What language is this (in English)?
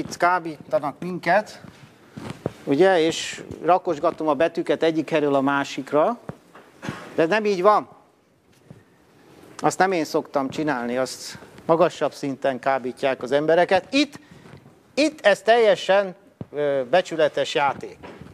Hungarian